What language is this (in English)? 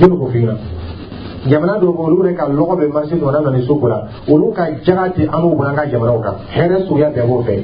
Dyula